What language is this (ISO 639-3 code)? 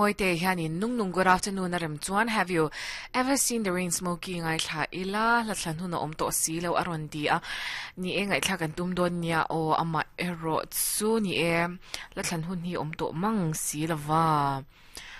lus